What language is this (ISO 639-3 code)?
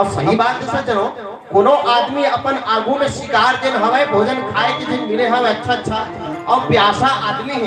hne